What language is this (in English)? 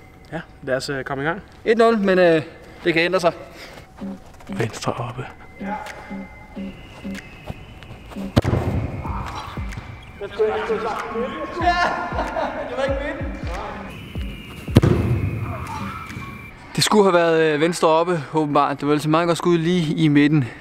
Danish